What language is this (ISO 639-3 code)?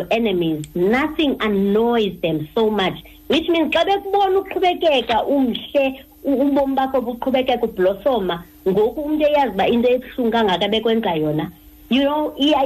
xho